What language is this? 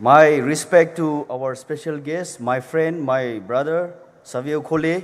Poumei Naga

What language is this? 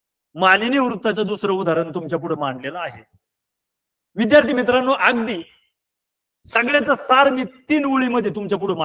Marathi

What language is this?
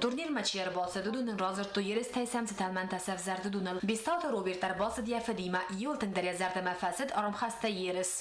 Ossetic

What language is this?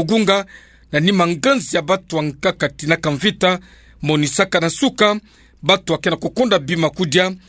Kituba (Democratic Republic of Congo)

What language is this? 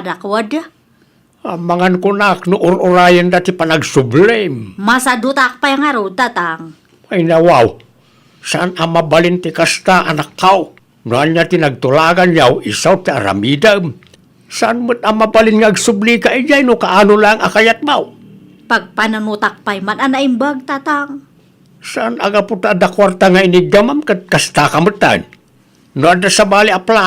Iloko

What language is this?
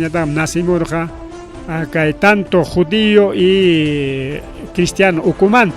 Ayacucho Quechua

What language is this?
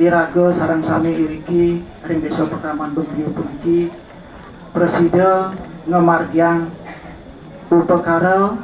Balinese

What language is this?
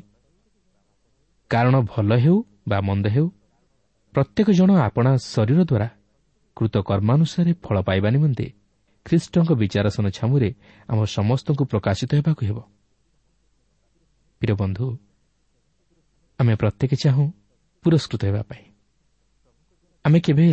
Odia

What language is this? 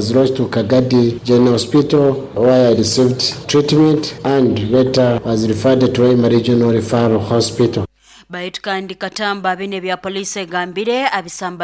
Nyoro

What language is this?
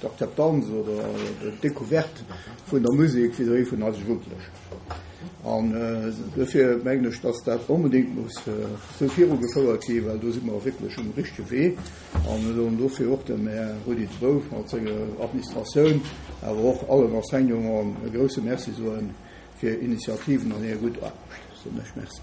Luxembourgish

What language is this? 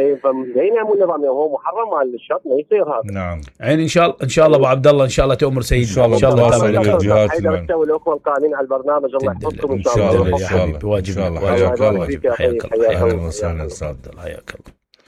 Mesopotamian Arabic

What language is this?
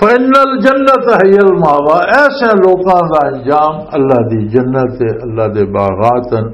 Western Panjabi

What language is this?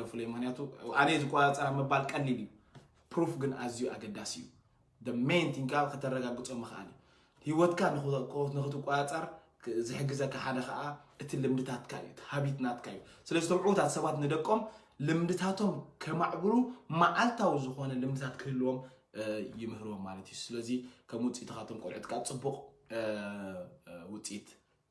Tigrinya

